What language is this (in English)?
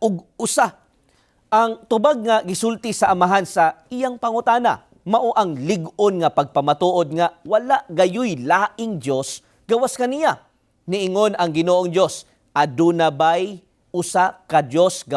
Cebuano